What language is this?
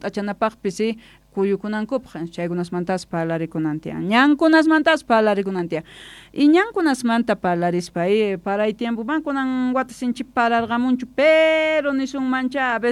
Quechua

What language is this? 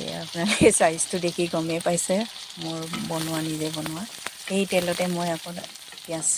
Assamese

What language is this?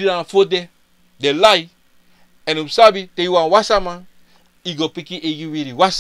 Sranan Tongo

